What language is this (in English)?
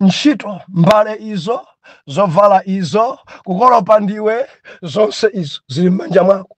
Nyanja